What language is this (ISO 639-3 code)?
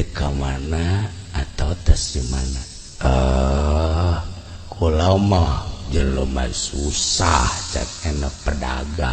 sun